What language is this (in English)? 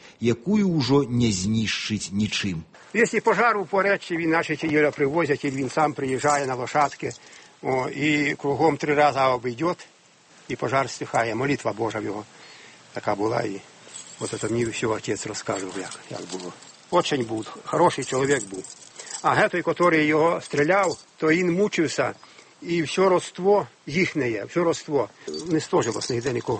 Belarusian